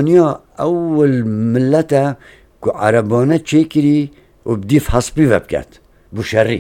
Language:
Kurdish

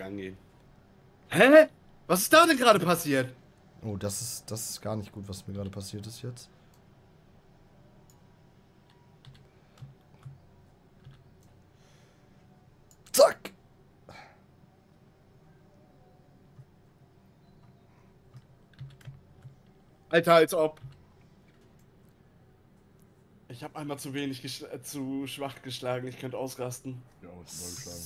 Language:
German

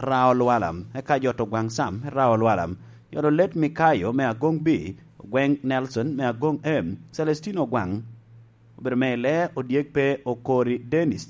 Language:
Lango (Uganda)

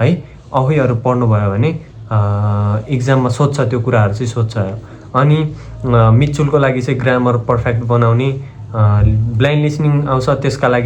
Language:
Nepali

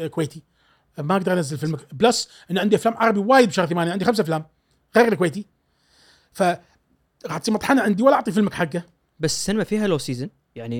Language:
Gulf Arabic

